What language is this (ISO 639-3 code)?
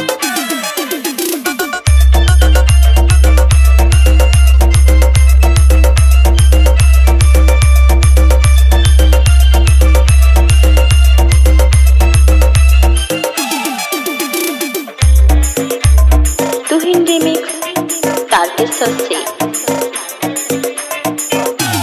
bho